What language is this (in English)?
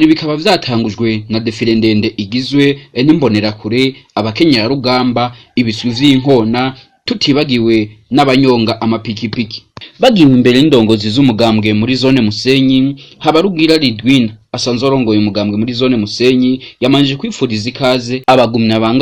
Rundi